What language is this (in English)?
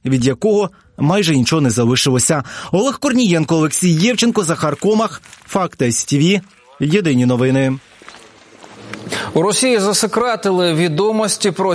Ukrainian